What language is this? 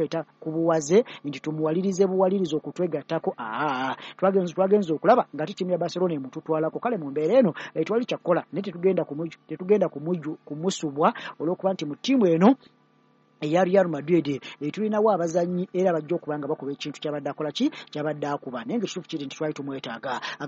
Ganda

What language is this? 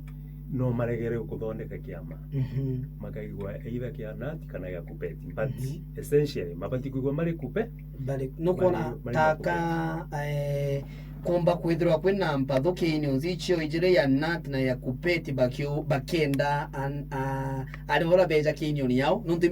Meru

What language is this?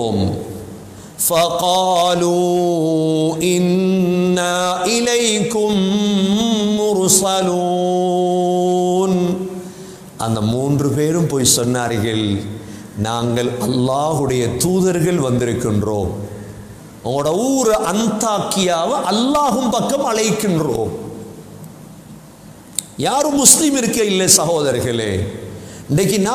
Tamil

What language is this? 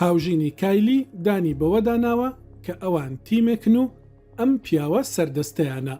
Central Kurdish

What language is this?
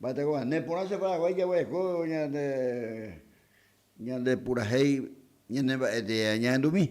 Guarani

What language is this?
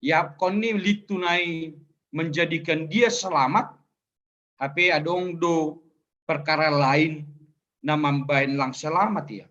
Batak Simalungun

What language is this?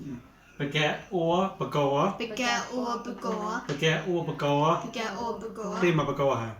Mon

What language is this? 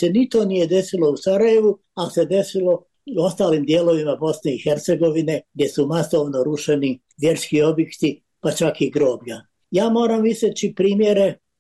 Bosnian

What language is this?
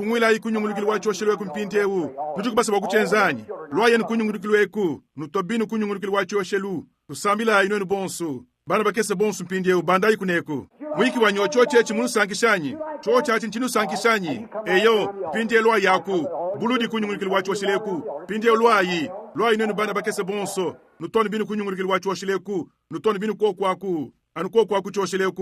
Luba-Lulua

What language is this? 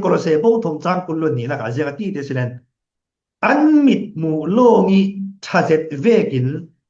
Falam Chin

